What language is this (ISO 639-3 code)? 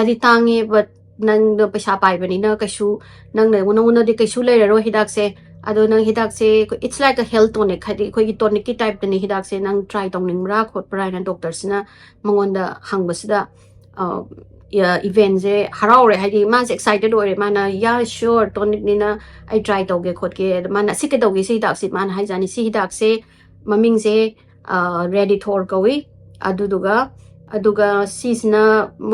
mni